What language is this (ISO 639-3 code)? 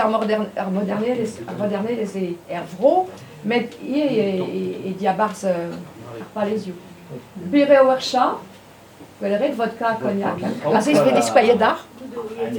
bre